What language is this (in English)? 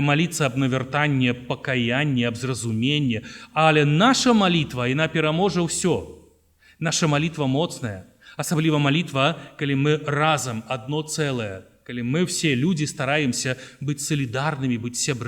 Belarusian